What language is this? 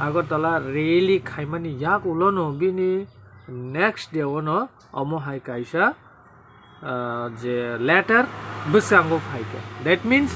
Kok Borok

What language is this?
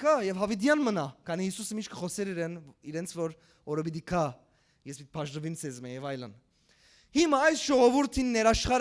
Western Armenian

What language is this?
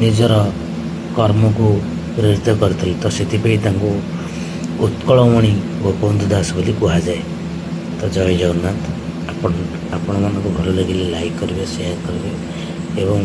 Odia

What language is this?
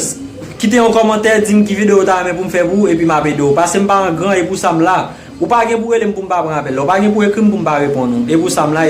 Haitian Creole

